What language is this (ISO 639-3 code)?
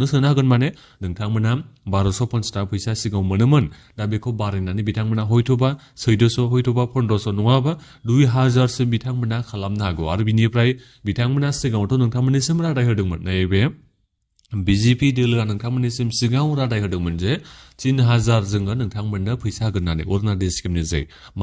brx